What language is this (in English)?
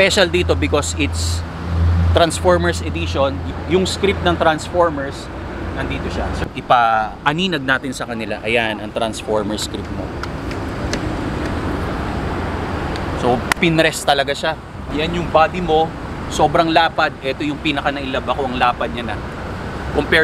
Filipino